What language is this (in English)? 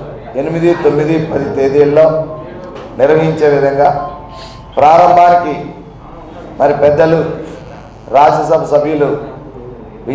Telugu